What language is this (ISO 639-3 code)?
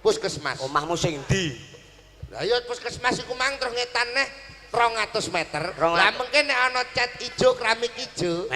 jav